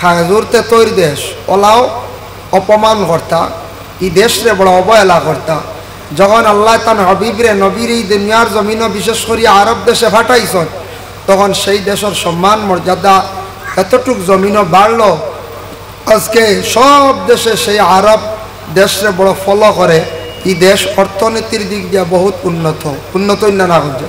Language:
Sylheti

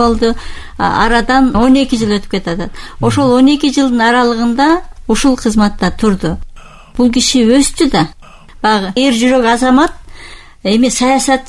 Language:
Kyrgyz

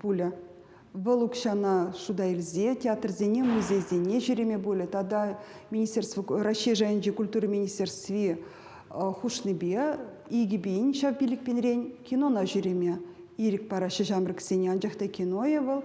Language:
Chuvash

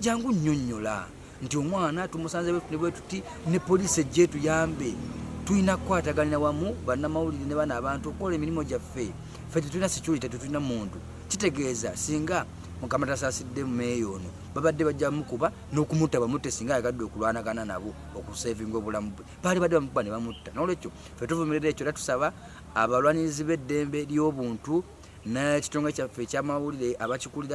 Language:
Ganda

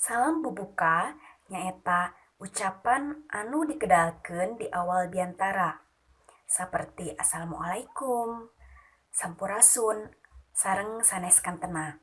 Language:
Sundanese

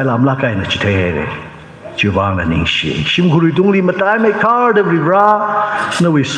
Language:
Tangkhul Naga (India)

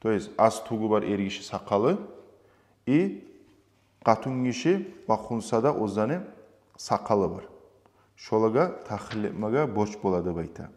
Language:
Kumyk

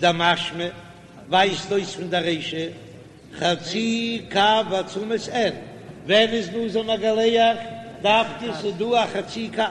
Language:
Yiddish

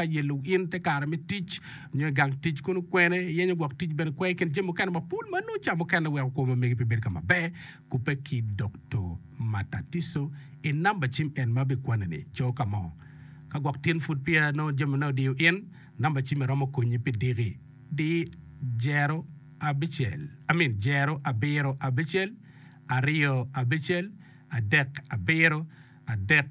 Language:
Acoli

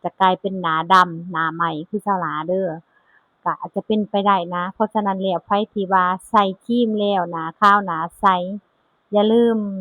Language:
Lao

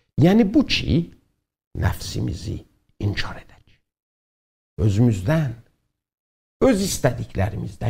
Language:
South Azerbaijani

